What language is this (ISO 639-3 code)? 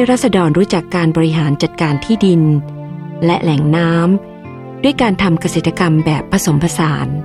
tha